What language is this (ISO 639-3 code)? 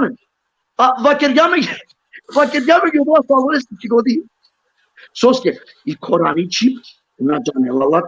rmn